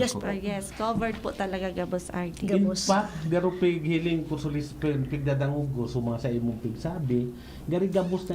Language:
Bikol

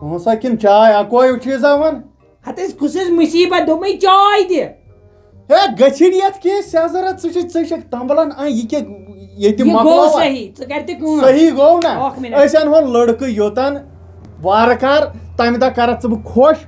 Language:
Kashmiri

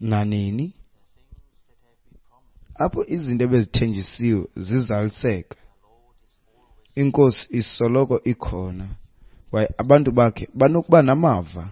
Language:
Xhosa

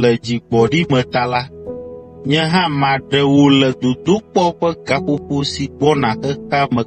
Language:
Ewe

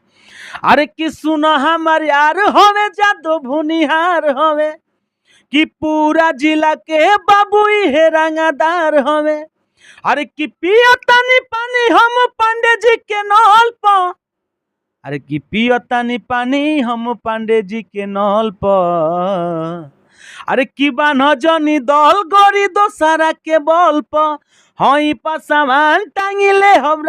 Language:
Bhojpuri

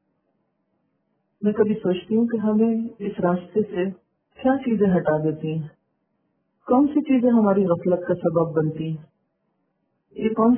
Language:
Urdu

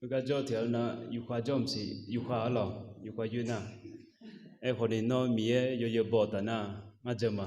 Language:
Akha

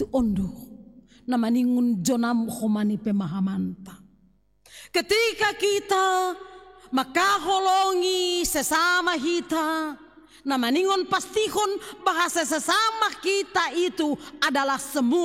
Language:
Batak Simalungun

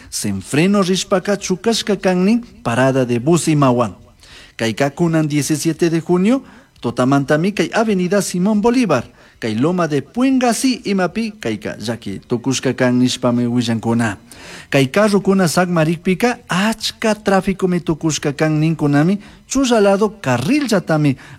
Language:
Chimborazo Highland Quichua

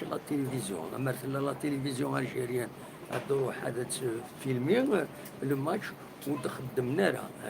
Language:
Kabyle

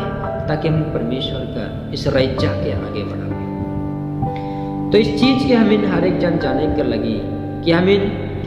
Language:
Sadri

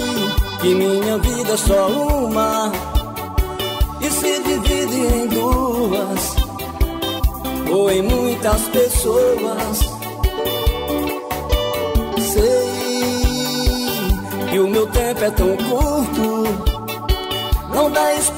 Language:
Portuguese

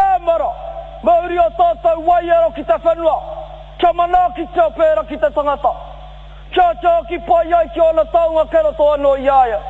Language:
Māori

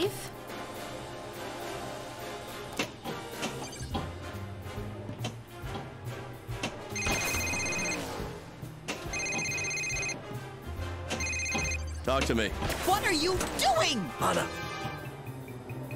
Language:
English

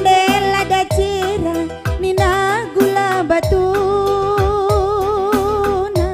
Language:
Batak Karo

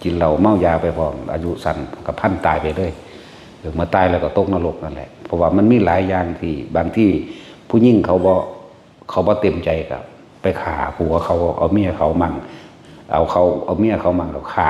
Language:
Northeastern Thai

